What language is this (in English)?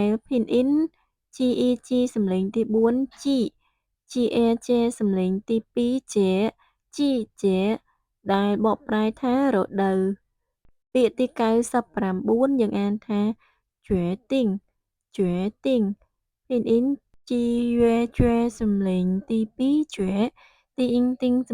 Khmer